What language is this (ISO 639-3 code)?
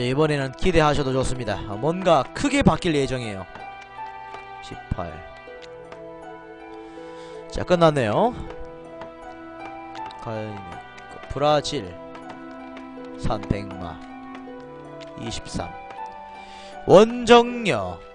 kor